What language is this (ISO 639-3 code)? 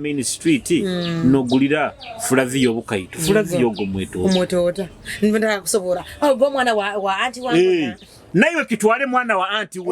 nyo